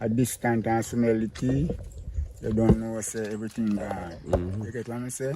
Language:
Jamaican Creole English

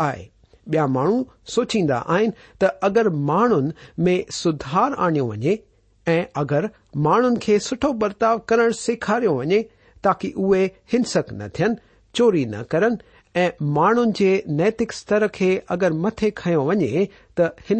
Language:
Sindhi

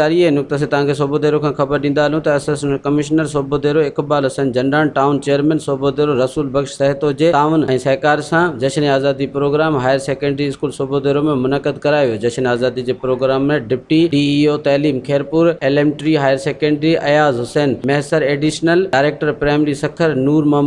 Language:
Sindhi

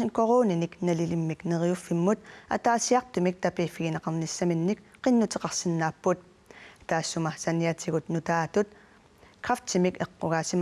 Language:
Kalaallisut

